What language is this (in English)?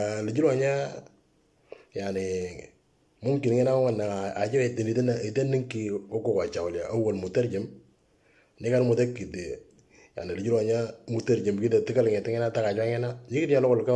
Moro